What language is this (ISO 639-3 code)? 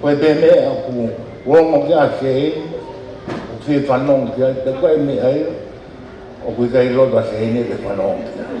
ton